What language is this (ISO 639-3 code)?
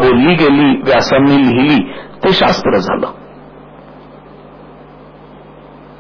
mar